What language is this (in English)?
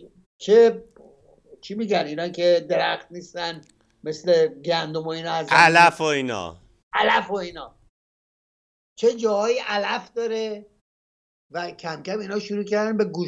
Persian